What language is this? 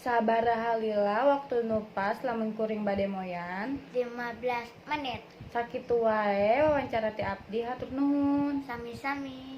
Sundanese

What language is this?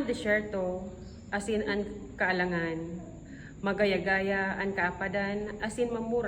Bikol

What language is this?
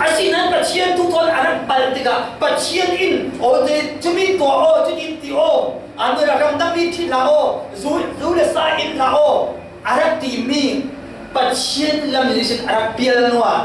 Falam Chin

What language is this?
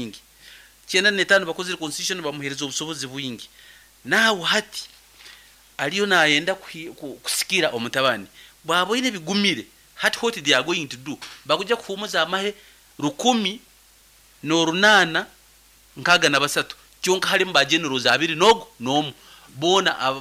Nyankole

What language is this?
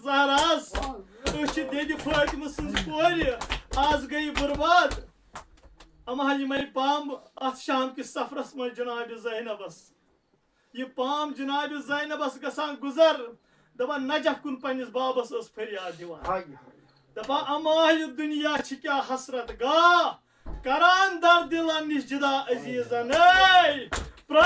Kashmiri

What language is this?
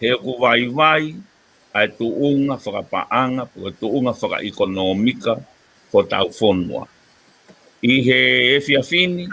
Tongan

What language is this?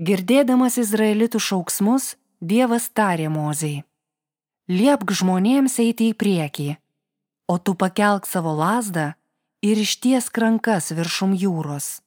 Lithuanian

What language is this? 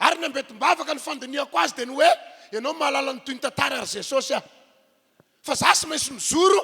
Malagasy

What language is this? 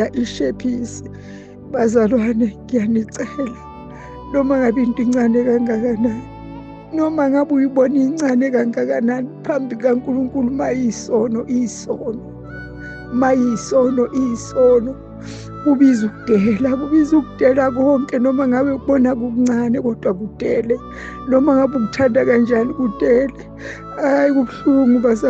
Zulu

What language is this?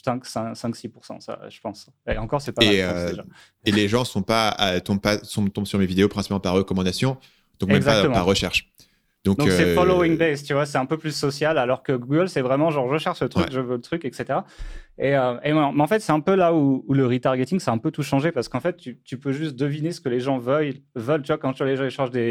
French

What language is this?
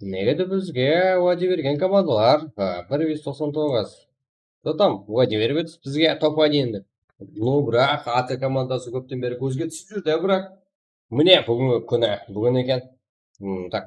Kara-Kalpak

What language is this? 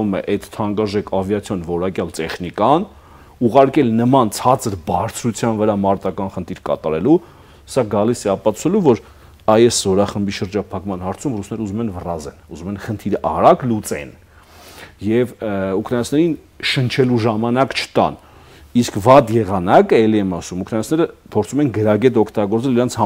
Armenian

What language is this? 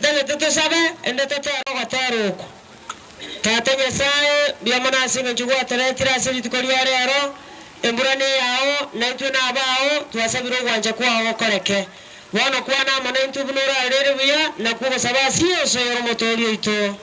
Gusii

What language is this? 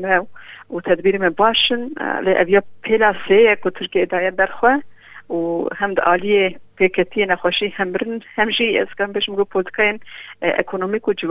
Kurdish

